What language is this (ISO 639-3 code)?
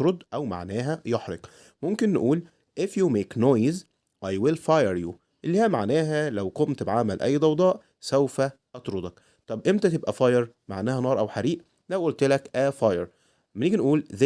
arz